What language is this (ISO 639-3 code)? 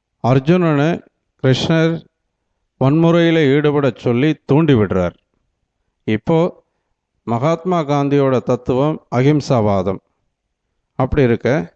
tam